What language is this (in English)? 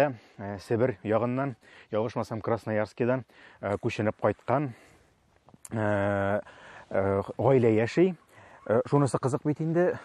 Tatar